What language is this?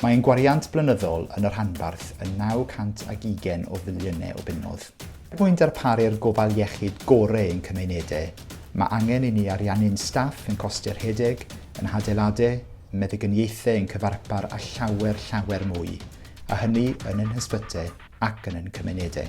Welsh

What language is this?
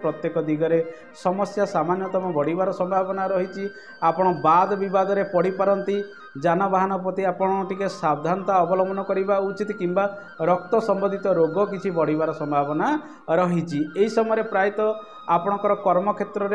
Odia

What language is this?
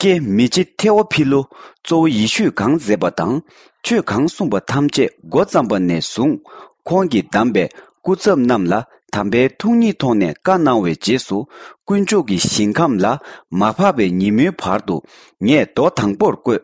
Tibetan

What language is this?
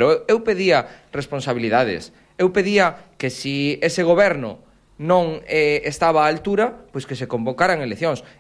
Galician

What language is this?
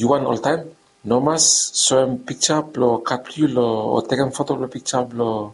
Bislama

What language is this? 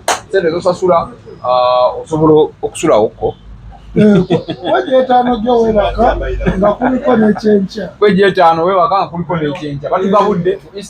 Ganda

